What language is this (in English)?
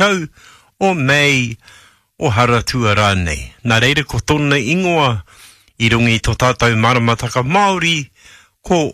Māori